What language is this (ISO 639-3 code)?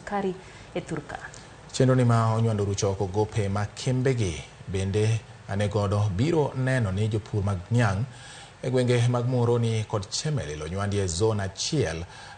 luo